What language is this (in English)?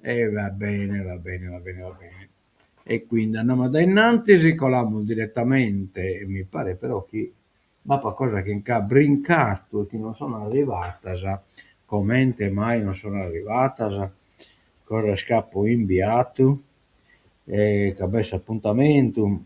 Sardinian